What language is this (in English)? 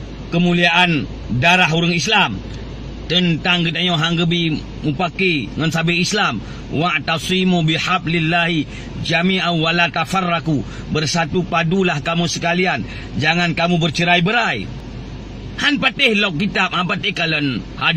Achinese